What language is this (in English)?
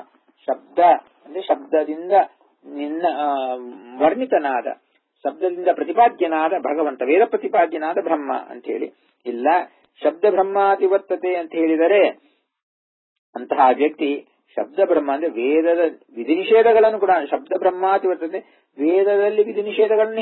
Kannada